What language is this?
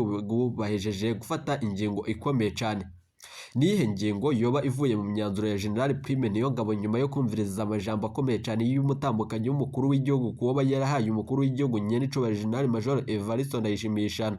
Rundi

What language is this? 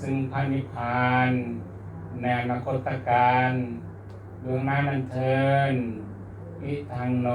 Lao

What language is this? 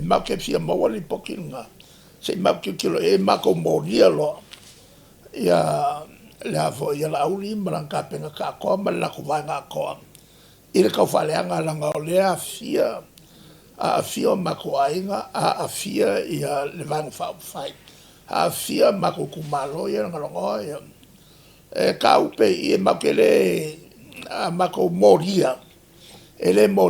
Samoan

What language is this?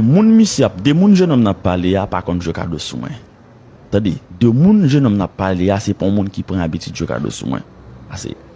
Haitian Creole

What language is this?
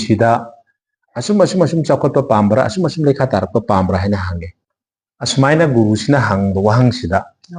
Manipuri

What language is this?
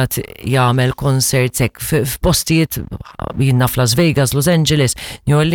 Maltese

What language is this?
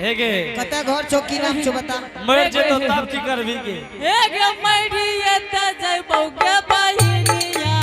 Angika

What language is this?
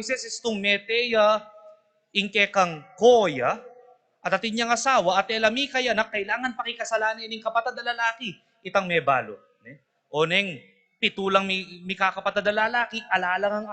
Pampanga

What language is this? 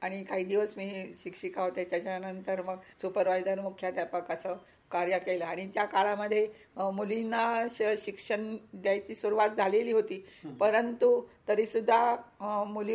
Marathi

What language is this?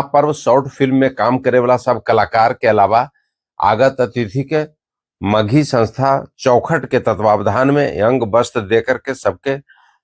Magahi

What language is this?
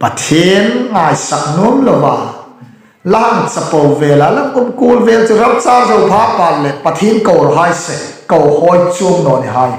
Hmar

